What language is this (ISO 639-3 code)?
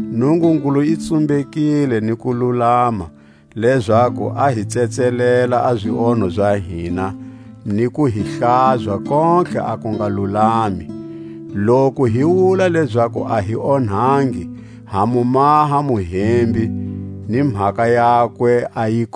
tsc